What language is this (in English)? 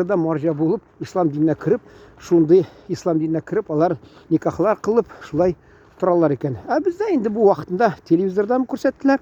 Tatar